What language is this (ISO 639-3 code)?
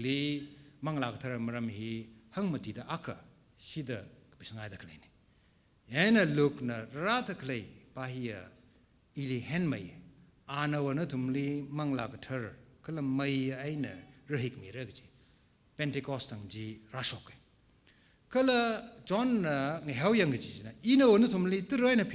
nmf